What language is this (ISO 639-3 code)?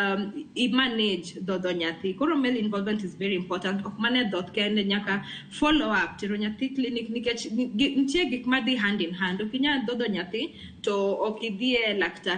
luo